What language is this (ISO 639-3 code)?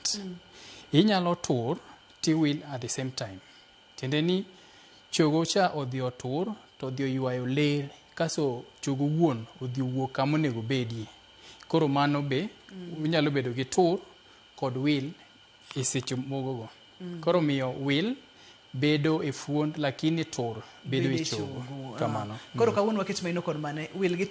luo